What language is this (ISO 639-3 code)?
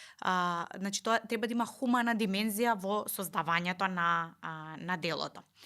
mkd